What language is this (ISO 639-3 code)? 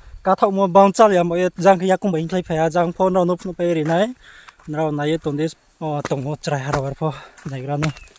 ria